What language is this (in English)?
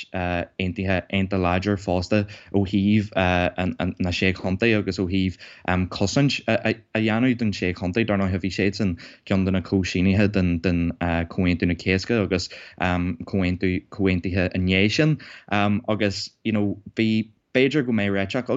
Irish